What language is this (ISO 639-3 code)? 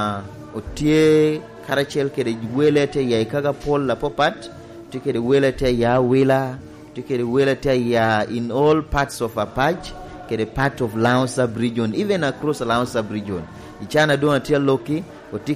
laj